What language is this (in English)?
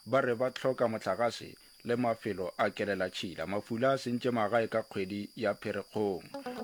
Northern Sotho